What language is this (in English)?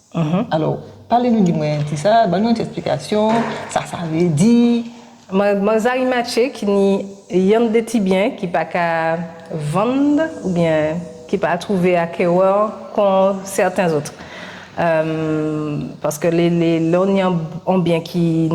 Guadeloupean Creole French